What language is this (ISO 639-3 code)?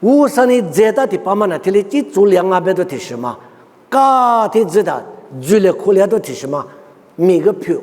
lis